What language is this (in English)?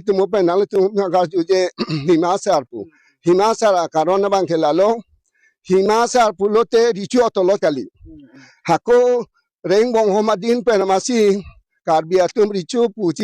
Karbi